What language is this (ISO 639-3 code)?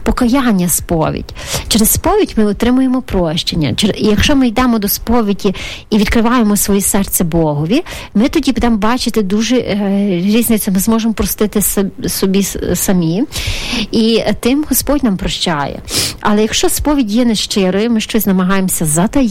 ukr